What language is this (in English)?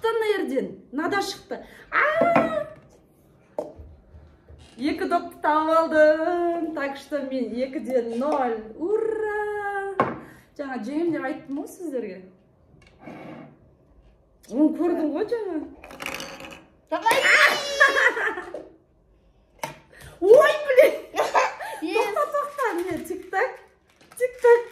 Kazakh